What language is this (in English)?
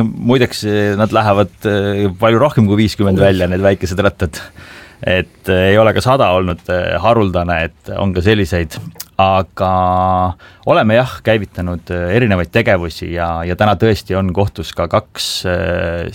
Estonian